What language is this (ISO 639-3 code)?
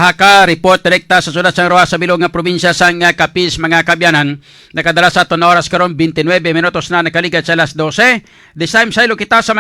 hil